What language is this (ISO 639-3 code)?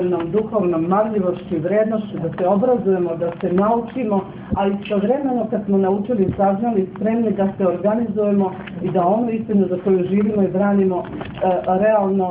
srp